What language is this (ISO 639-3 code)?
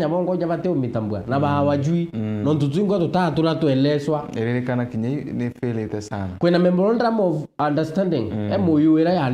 mer